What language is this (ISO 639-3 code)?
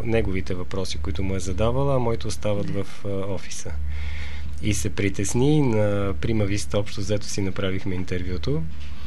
bul